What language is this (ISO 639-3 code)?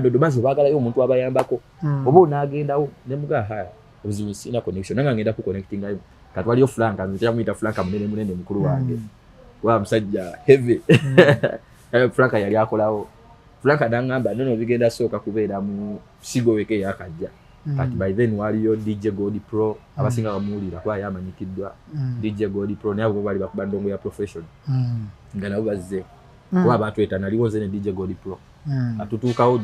lug